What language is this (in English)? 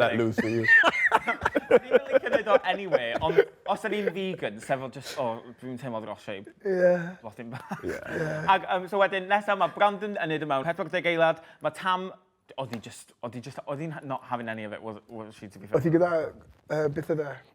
Welsh